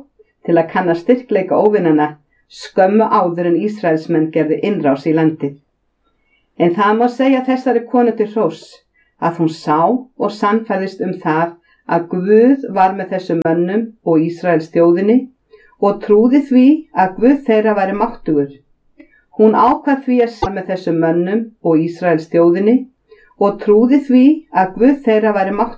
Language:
Icelandic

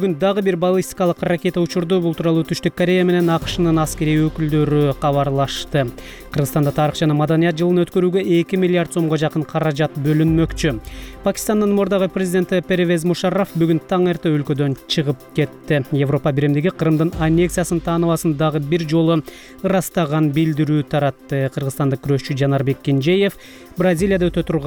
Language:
Kyrgyz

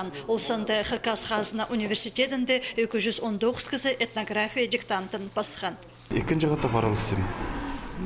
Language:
Khakas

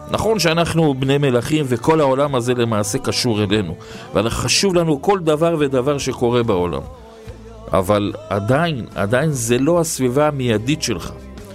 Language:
Hebrew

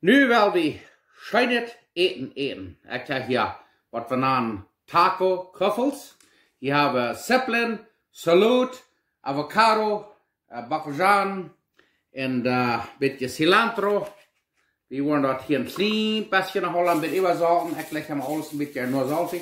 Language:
Plautdietsch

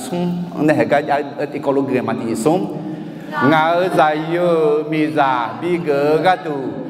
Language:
Akha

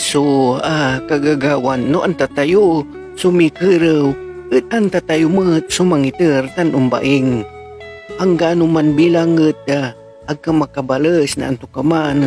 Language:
Pangasinan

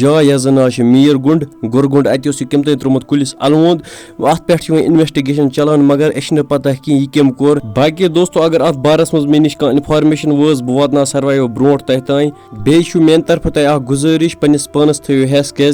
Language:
Kashmiri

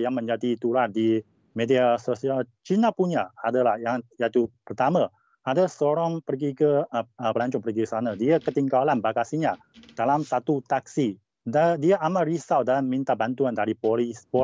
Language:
Malay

